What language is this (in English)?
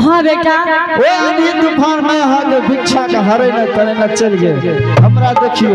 Angika